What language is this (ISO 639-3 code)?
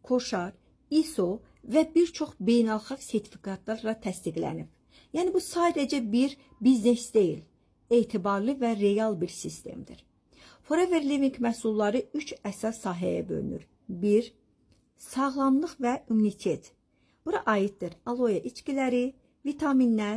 aze